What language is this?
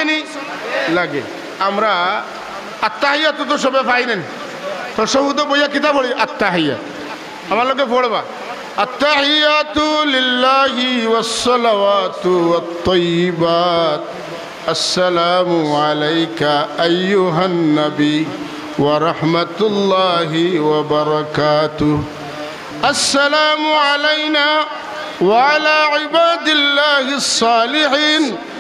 Sylheti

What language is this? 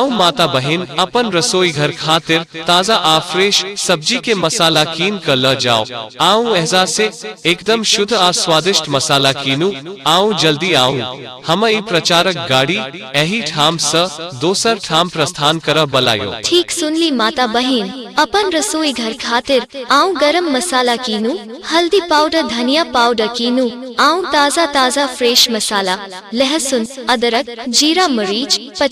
Maithili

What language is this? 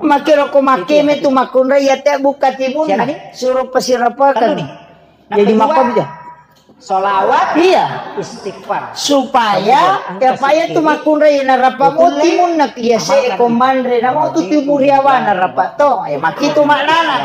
Buginese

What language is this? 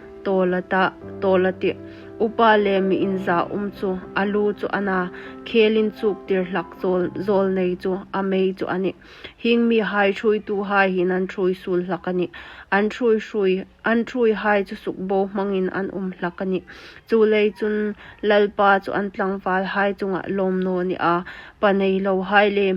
Hmar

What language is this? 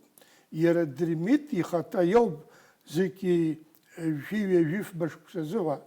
Abkhazian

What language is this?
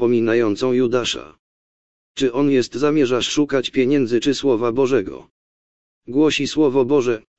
Polish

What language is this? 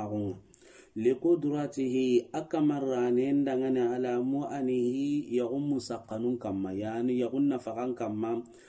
Soninke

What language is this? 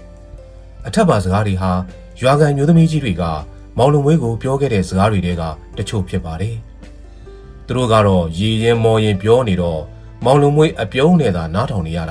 Burmese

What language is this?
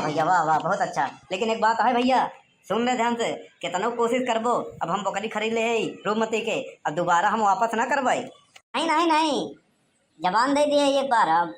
Awadhi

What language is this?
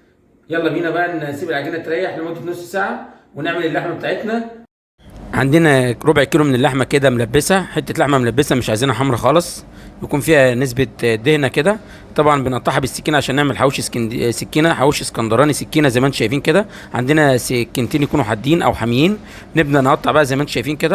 Egyptian Arabic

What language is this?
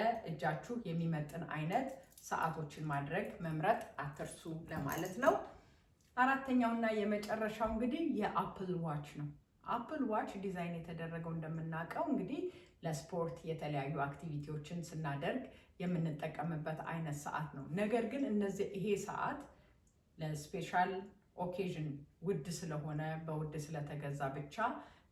Amharic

